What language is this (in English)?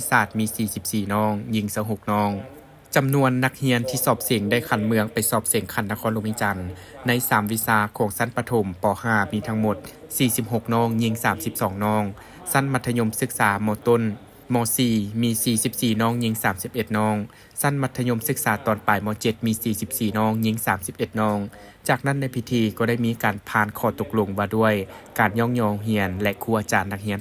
Lao